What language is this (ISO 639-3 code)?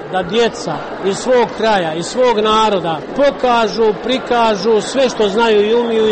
hrv